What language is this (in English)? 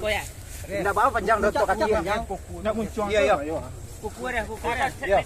Minangkabau